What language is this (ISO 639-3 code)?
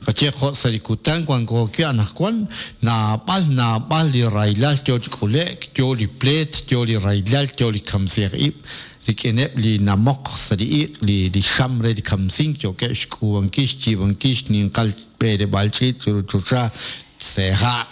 kek